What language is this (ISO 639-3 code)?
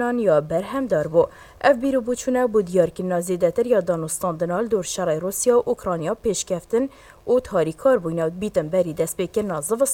kur